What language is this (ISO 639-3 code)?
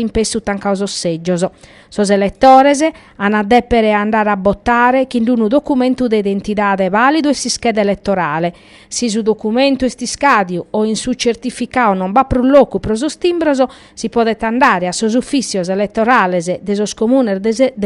srd